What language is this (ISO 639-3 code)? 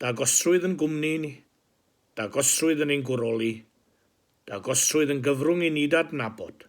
cym